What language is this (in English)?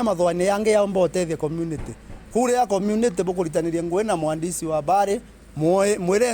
Meru